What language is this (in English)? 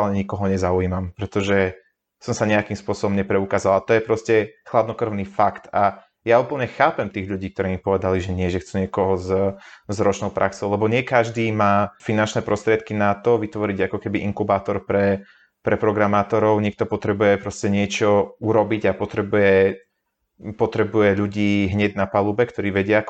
Slovak